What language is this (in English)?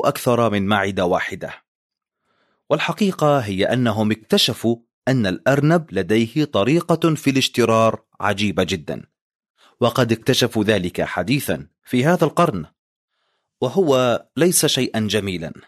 Arabic